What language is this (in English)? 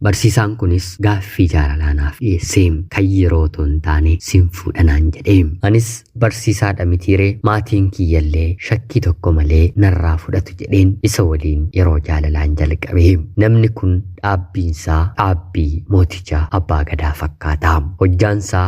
Oromo